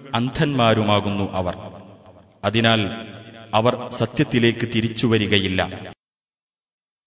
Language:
Malayalam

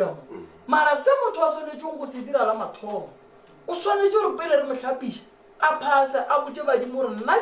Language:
Northern Sotho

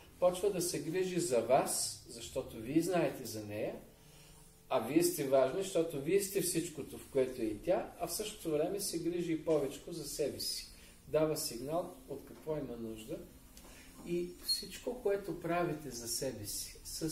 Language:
Bulgarian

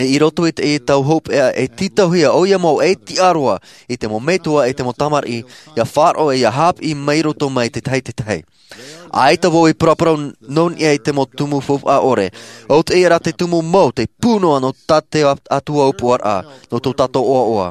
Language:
Tahitian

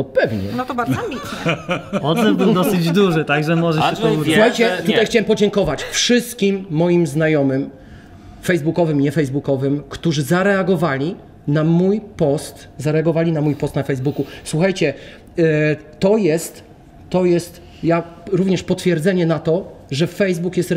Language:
Polish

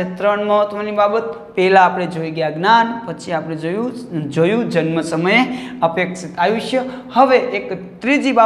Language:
Gujarati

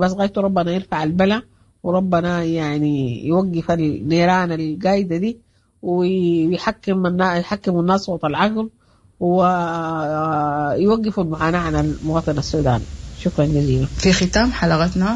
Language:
Sudanese Arabic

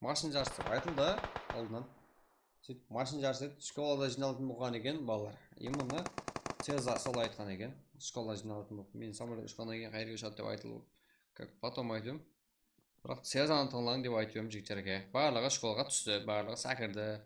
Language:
Kara-Kalpak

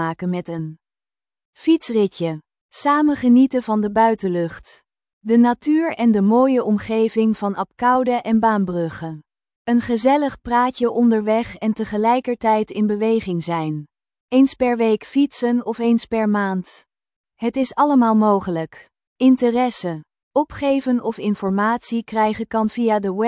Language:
Dutch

